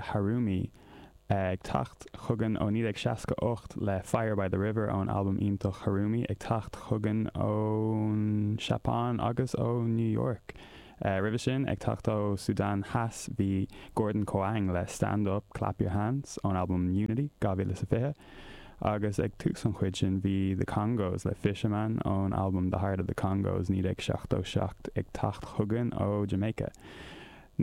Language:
Irish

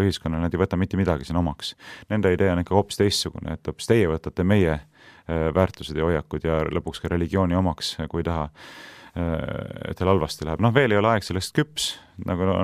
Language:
Estonian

